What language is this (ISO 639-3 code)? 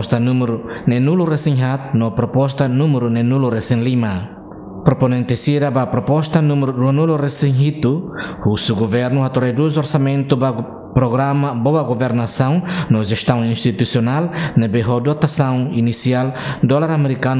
tet